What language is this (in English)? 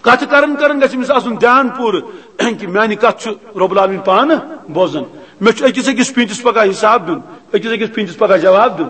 Kashmiri